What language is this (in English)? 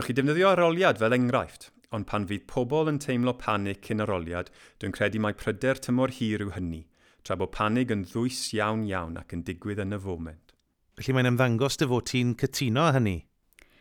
Welsh